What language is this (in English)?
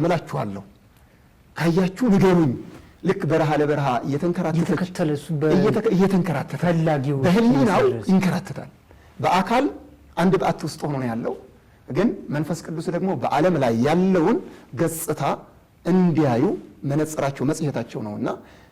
Amharic